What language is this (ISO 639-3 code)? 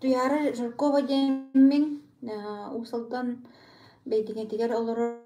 sah